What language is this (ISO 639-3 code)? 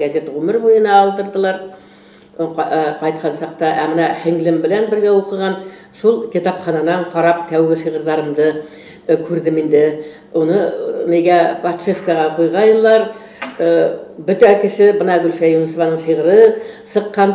bak